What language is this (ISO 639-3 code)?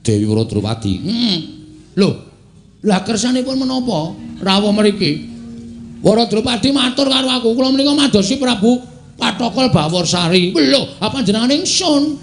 jav